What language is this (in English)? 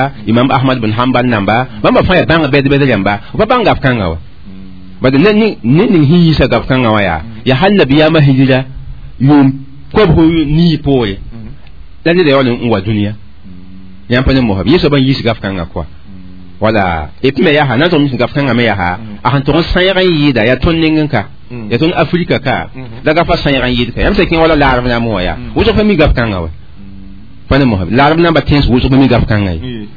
Mossi